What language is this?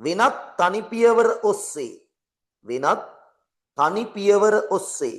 Sinhala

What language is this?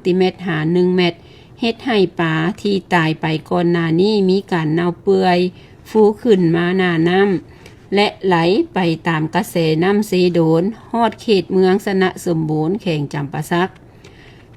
Lao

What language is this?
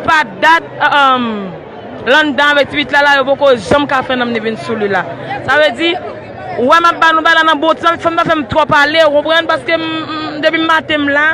Haitian Creole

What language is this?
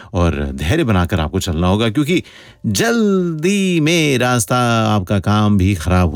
Hindi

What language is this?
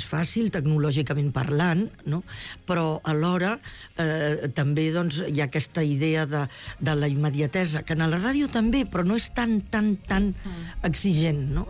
Catalan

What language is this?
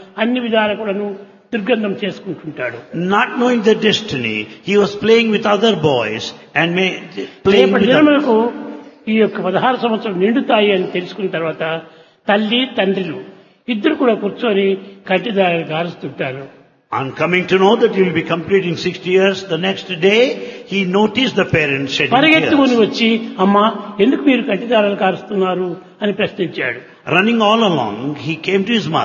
Telugu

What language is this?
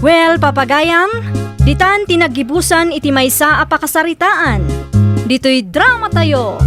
Iloko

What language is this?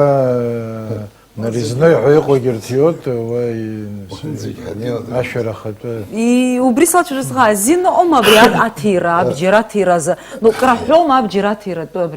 Abkhazian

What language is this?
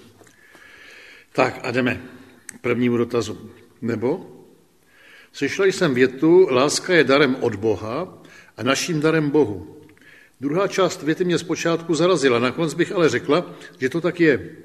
Czech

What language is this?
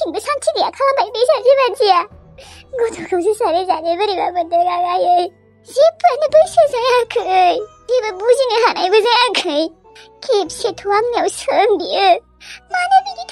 Bodo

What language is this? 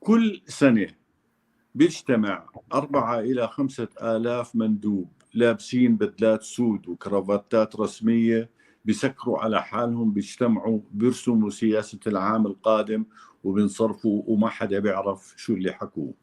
North Levantine Arabic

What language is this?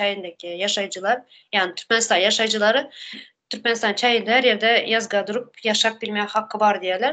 Turkmen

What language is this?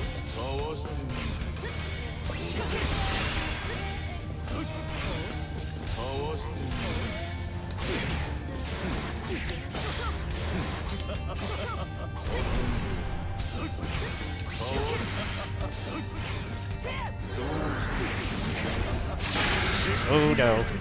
Japanese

